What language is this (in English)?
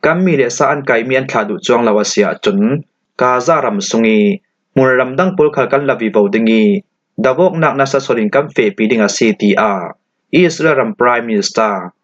Falam Chin